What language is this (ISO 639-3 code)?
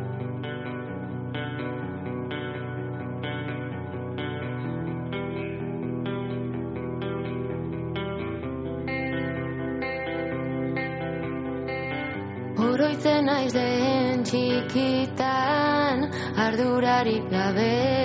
eus